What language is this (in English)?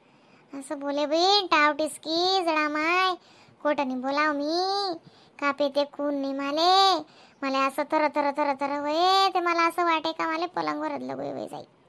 Khandesi